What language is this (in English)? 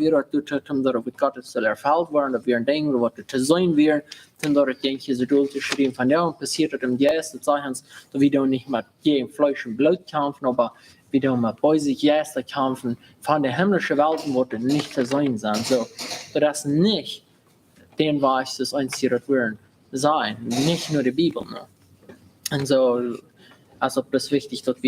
Plautdietsch